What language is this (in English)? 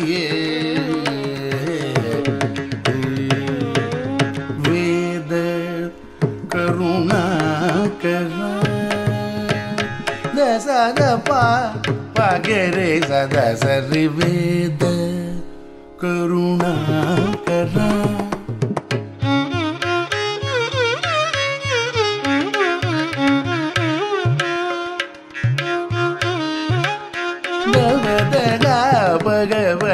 Tamil